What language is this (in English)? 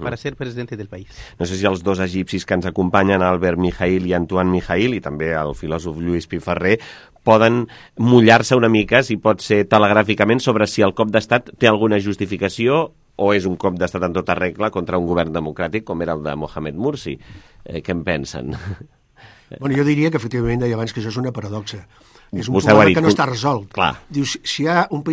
Catalan